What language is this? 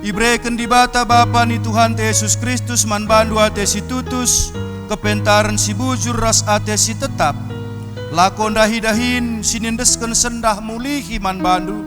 Batak Karo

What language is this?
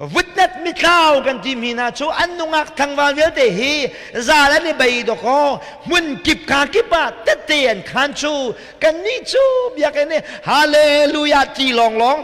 Hakha Chin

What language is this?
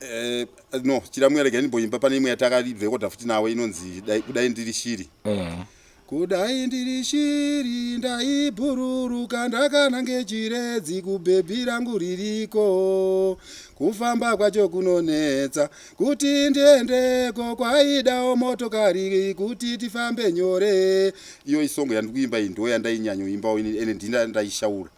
Shona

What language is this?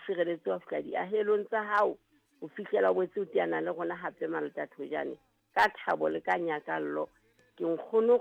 Southern Sotho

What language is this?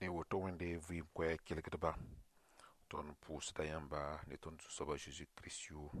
Mossi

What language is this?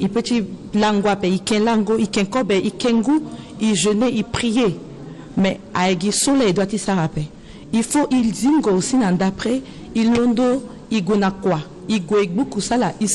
Sango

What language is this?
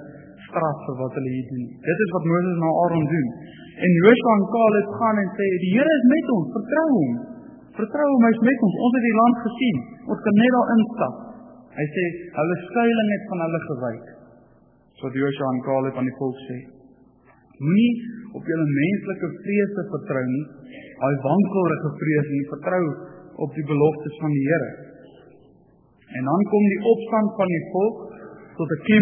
Afrikaans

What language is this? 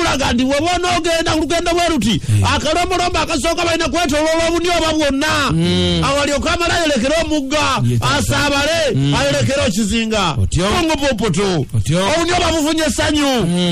Ganda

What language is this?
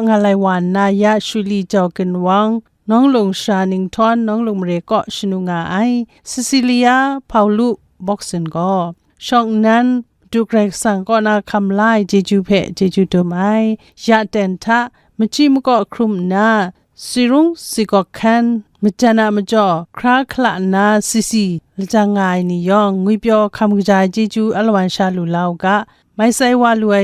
Kachin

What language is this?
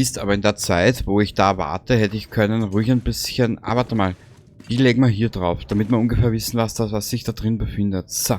Bavarian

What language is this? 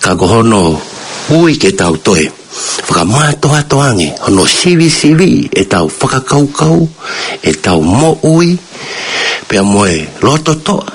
Tongan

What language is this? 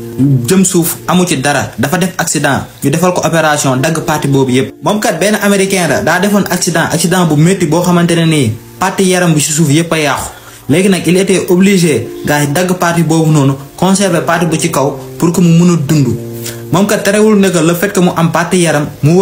Wolof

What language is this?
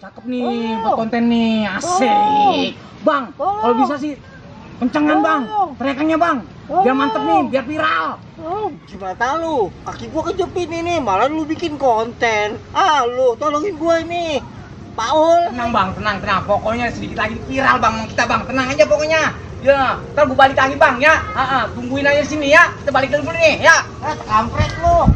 Betawi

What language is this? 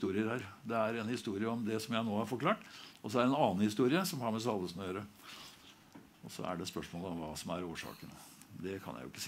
Norwegian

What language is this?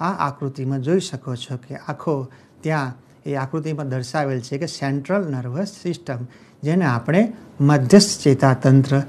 Gujarati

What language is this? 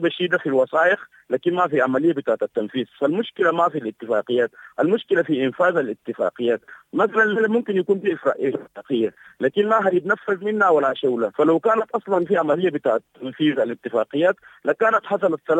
Sudanese Arabic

